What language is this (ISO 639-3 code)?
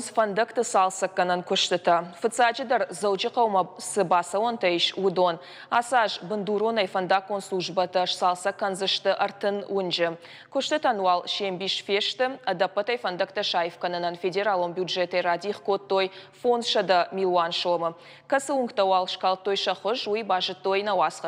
oss